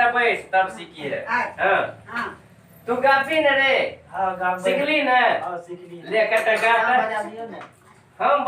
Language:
Maithili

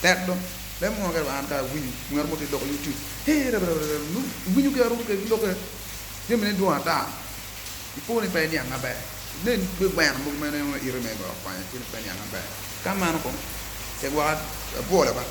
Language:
Acoli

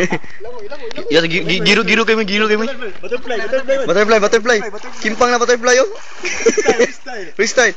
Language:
Cebuano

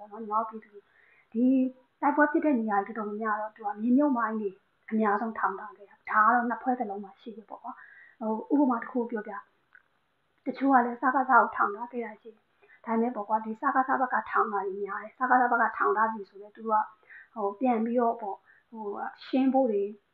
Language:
Burmese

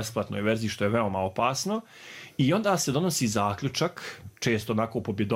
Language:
Croatian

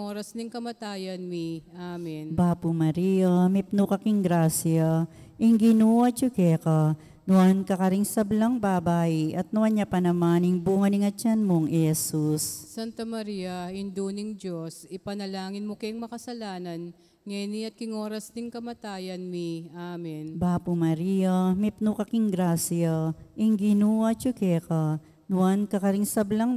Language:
Pampanga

